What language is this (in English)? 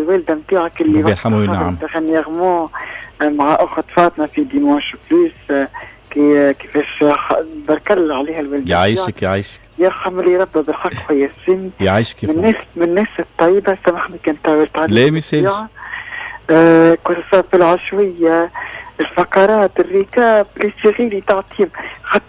Tunisian Arabic